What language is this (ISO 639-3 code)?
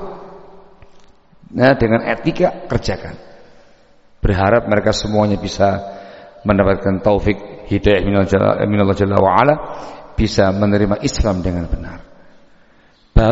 ind